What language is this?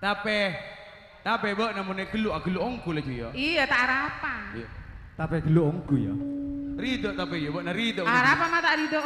Madurese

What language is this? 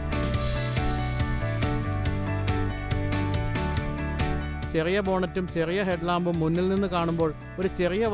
Malayalam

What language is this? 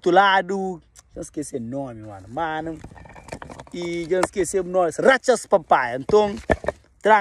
Kabuverdianu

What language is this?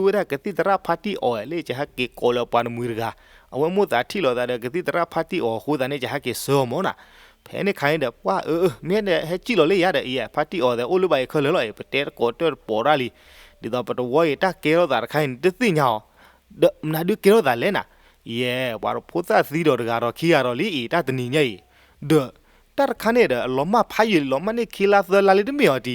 S'gaw Karen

